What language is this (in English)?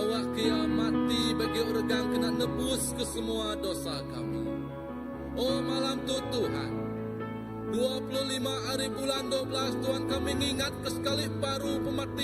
Iban